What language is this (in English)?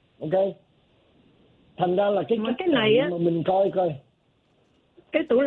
Vietnamese